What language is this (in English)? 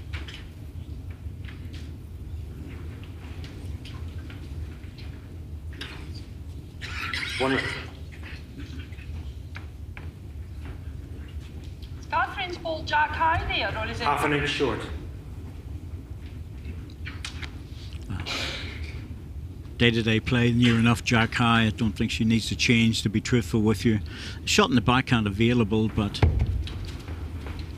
English